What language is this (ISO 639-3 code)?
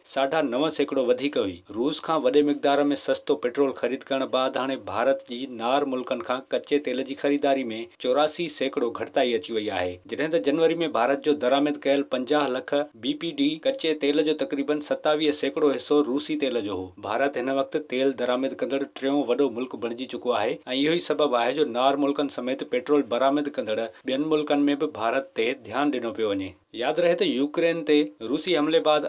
snd